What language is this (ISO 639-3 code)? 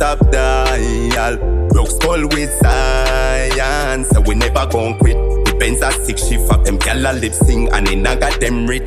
jam